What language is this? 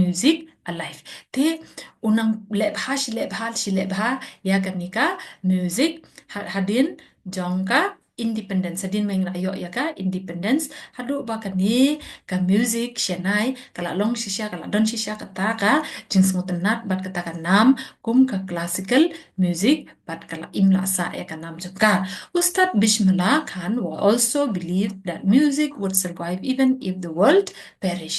Khasi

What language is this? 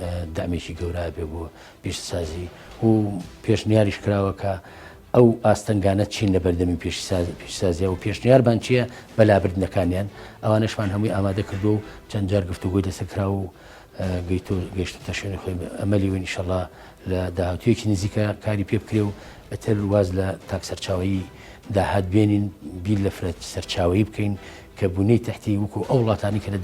Central Kurdish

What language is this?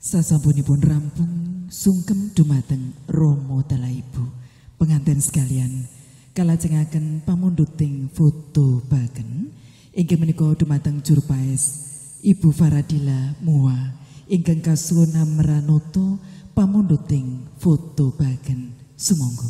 Javanese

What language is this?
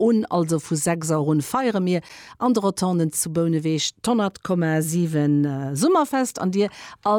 Luxembourgish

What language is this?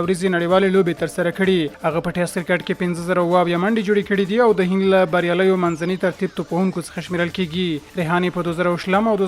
Pashto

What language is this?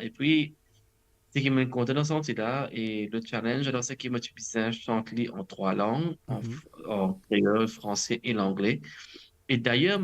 Morisyen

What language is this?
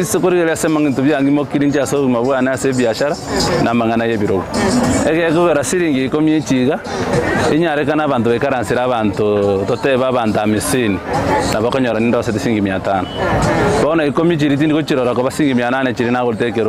Gusii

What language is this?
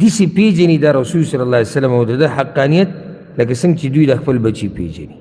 Pashto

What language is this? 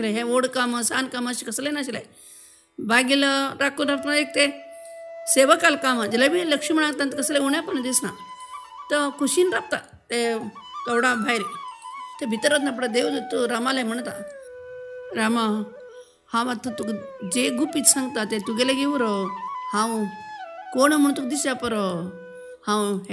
Konkani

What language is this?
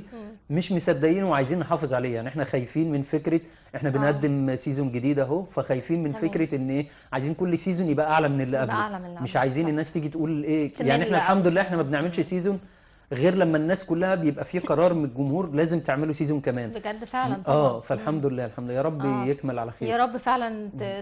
Egyptian Arabic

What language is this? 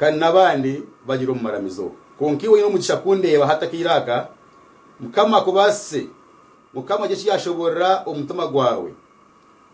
Nyankole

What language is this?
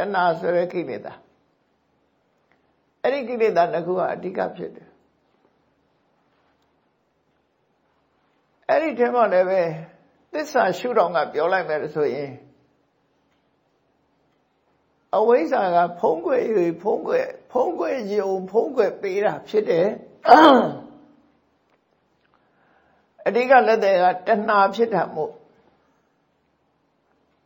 Burmese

